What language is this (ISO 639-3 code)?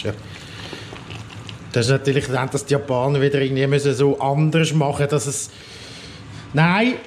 gsw